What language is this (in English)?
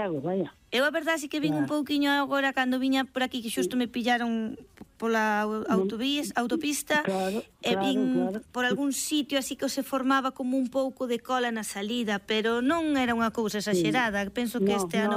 Galician